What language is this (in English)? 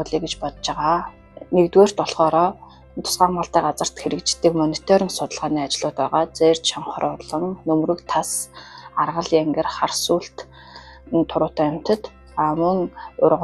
Mongolian